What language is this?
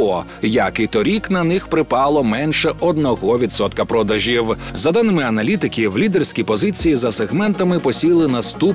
Ukrainian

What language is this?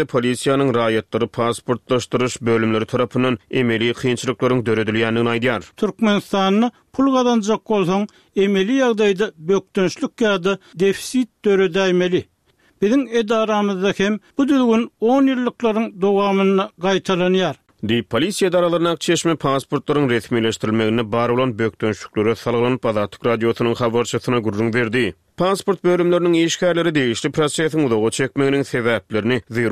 Turkmen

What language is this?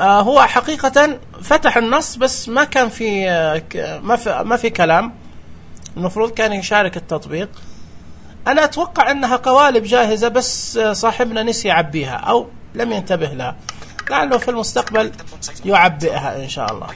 Najdi Arabic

